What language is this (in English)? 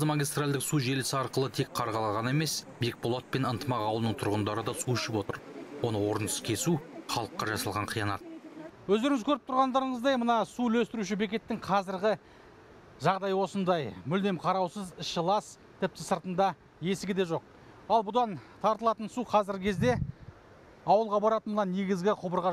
Kazakh